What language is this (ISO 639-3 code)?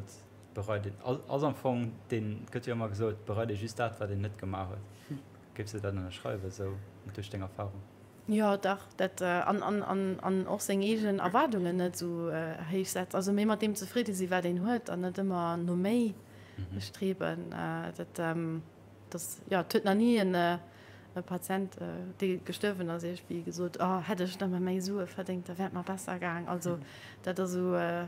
ltz